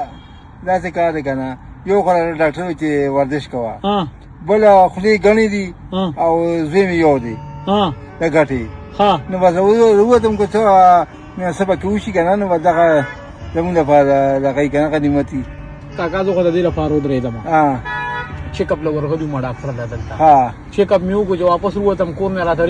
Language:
Pashto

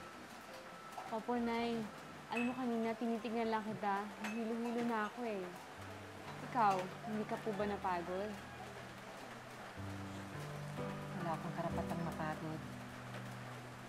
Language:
Filipino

